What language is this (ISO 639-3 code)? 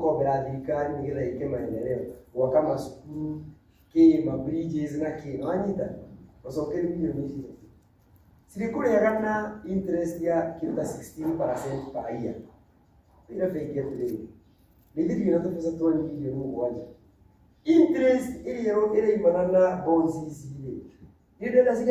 kik